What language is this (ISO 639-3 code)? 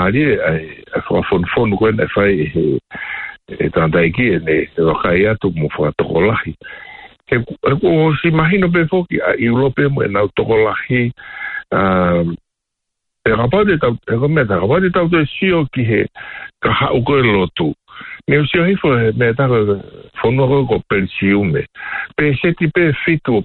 ton